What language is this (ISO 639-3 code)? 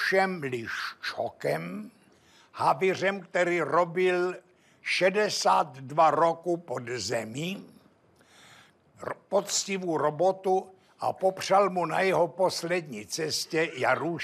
ces